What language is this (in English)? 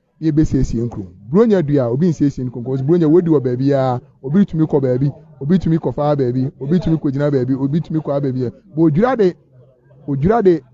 Akan